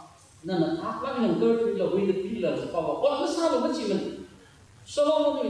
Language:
Tangkhul Naga (India)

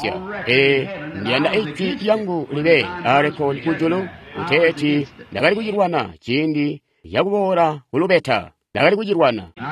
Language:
Tonga (Zambia)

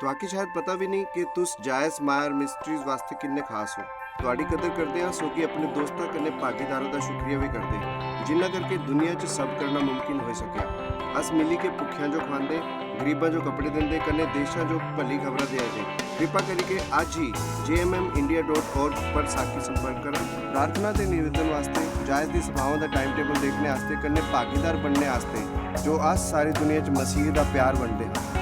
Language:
Dogri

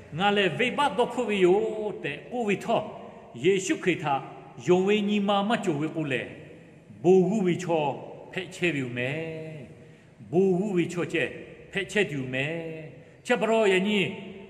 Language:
Lahu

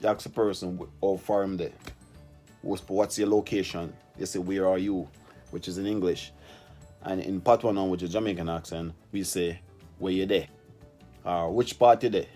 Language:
Jamaican Creole English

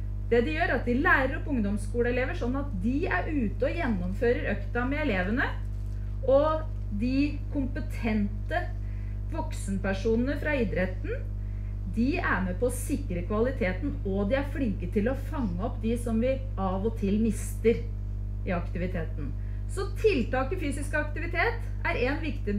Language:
Norwegian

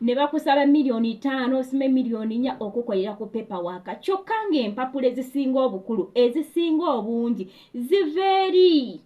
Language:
Ganda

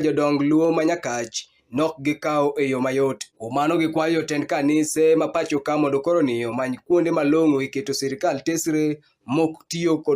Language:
Luo (Kenya and Tanzania)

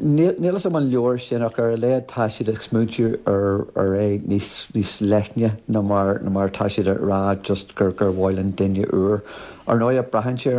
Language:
Irish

